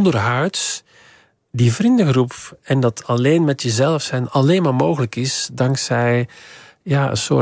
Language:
Dutch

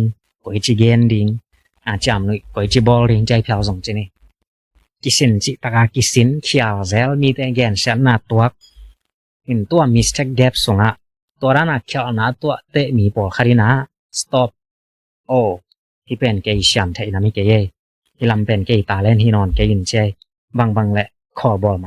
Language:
Tedim Chin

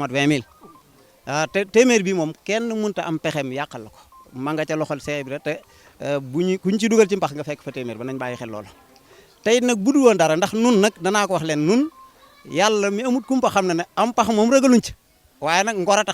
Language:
Wolof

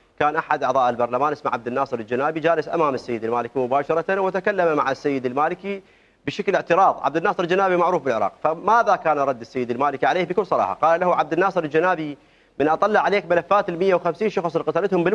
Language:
Mesopotamian Arabic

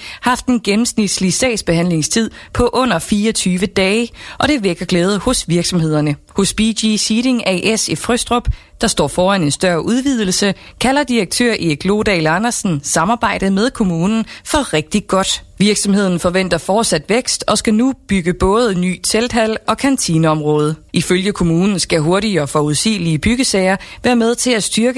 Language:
Danish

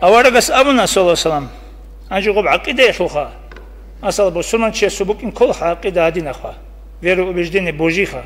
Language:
Avaric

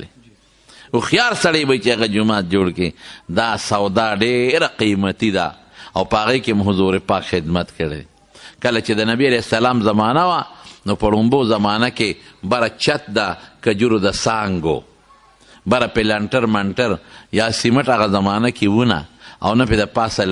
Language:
Pashto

